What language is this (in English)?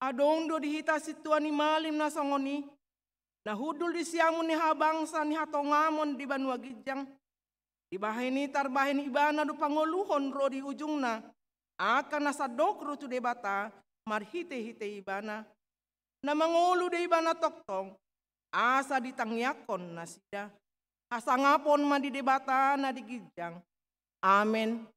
Batak Toba